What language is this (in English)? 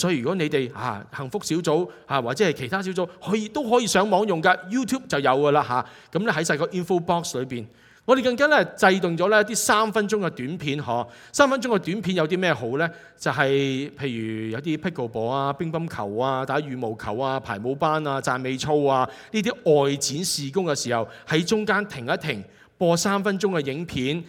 Cantonese